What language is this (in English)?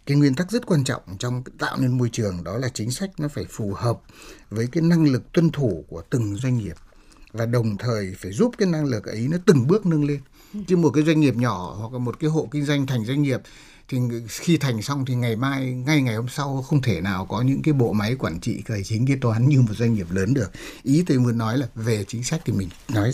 Vietnamese